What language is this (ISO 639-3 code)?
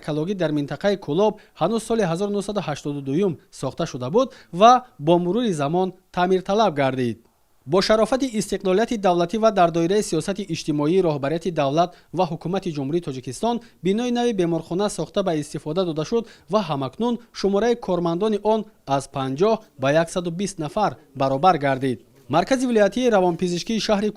tgk